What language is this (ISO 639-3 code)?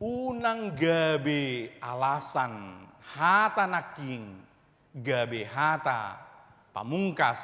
bbc